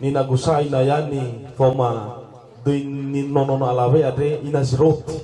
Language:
Nias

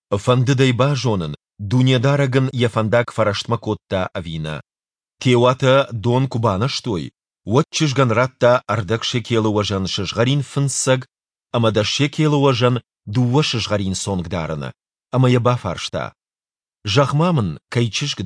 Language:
Ossetic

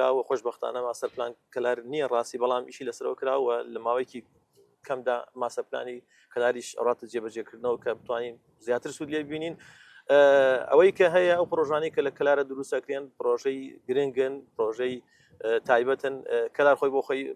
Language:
Central Kurdish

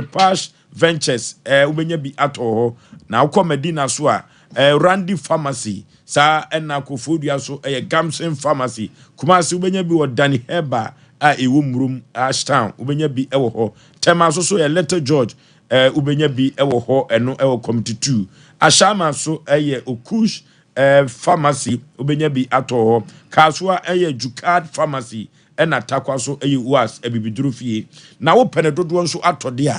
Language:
Akan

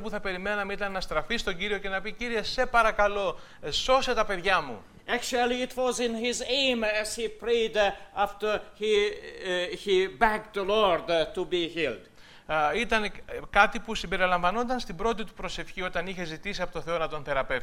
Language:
Greek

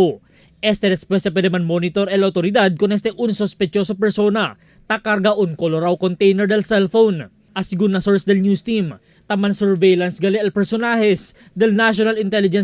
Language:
Chavacano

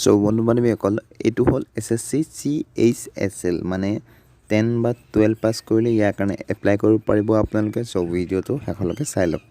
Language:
Assamese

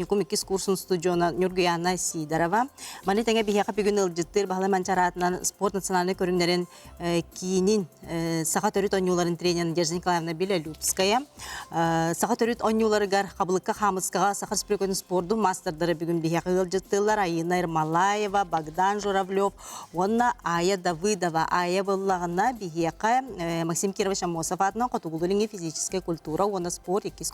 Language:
Yakut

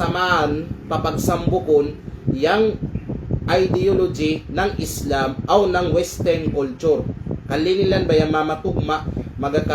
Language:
Kalagan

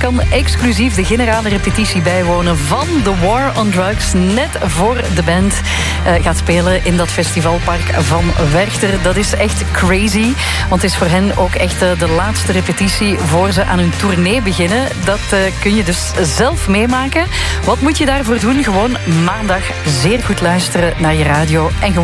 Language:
Dutch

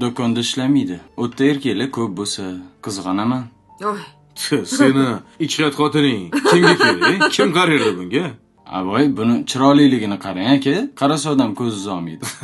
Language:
Uzbek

